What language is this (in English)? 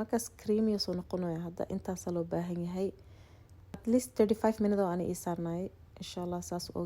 Somali